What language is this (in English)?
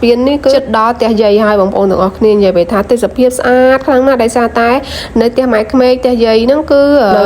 Khmer